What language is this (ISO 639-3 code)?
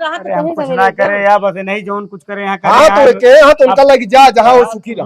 awa